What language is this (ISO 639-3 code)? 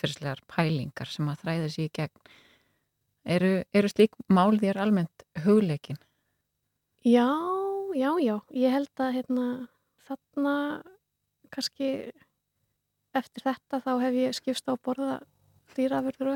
isl